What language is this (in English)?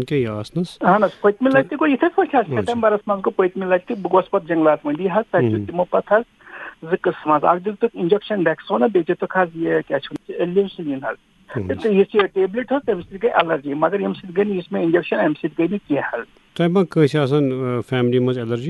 Kashmiri